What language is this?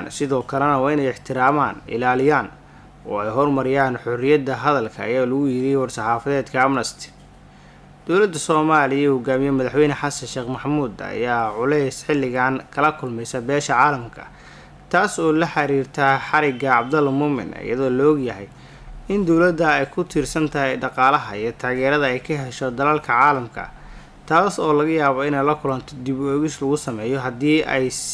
Somali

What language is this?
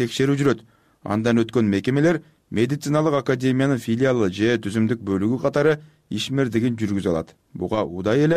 Kyrgyz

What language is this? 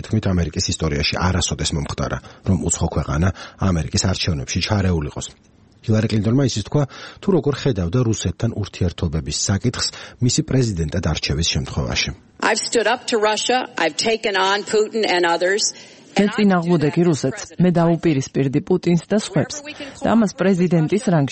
Georgian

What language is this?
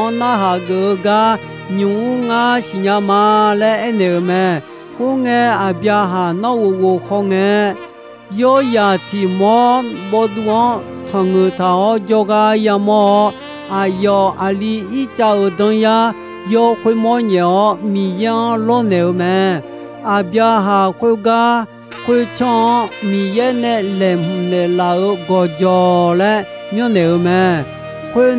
Akha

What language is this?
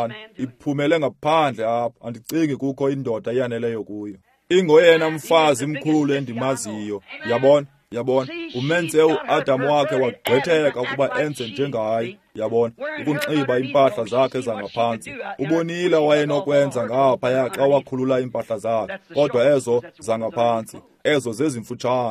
Xhosa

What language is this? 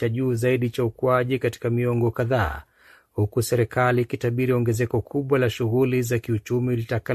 Swahili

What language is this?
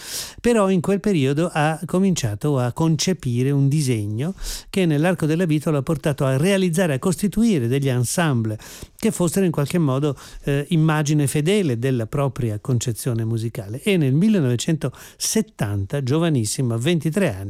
Italian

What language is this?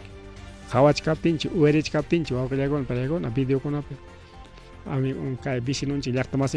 Ayacucho Quechua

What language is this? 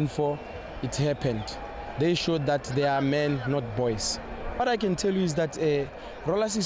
Tswana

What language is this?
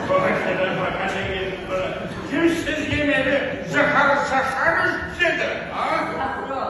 Uzbek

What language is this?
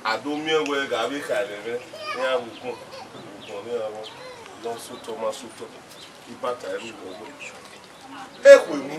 Bini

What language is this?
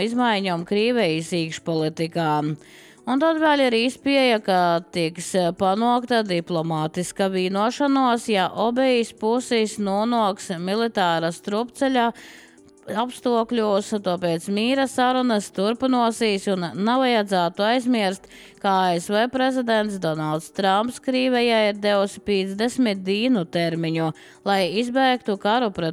Latvian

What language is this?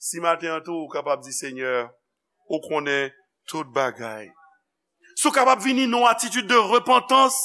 Haitian Creole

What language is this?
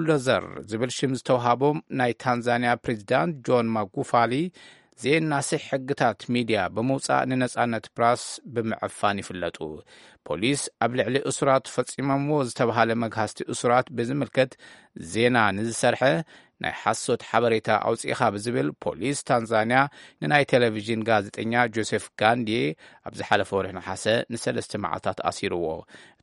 Tigrinya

